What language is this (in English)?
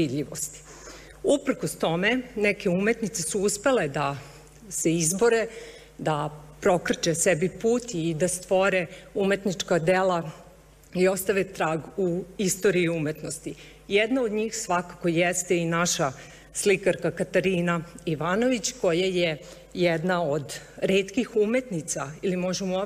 Serbian